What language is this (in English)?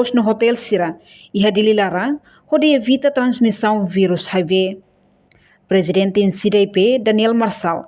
Tetum